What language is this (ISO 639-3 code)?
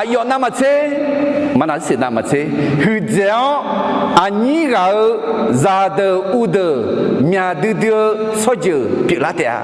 ahk